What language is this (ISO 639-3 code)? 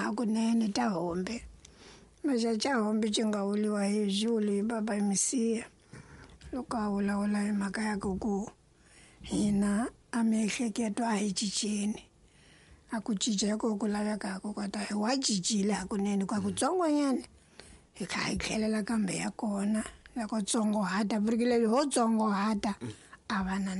tso